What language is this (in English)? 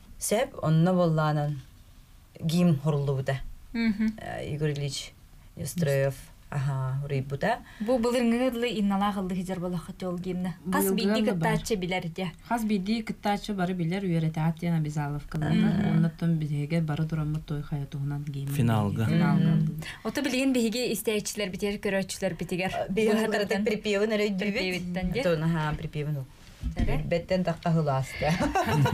Yakut